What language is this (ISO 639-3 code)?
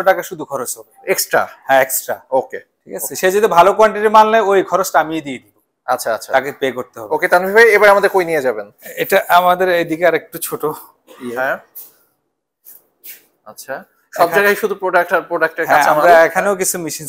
ben